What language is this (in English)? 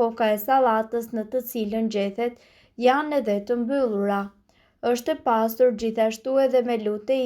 Albanian